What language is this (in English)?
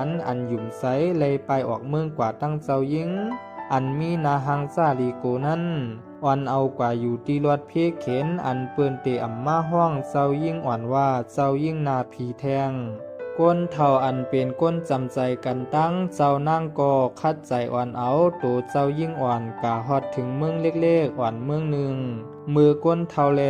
Shan